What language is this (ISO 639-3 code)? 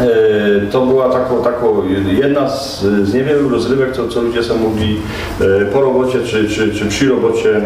szl